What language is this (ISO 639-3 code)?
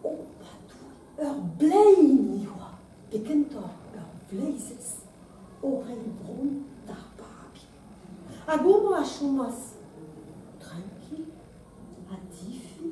bre